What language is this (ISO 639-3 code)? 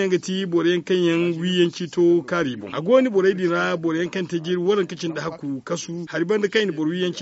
dje